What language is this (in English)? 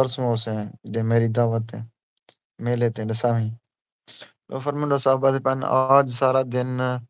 Saraiki